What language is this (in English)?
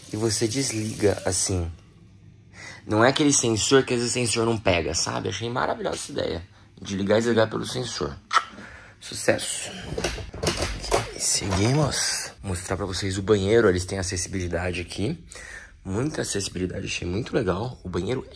Portuguese